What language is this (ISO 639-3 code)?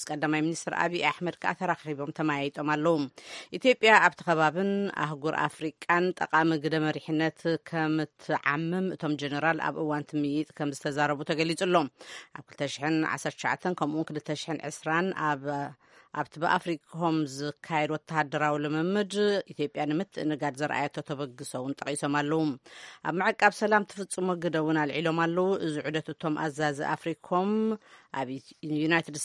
tir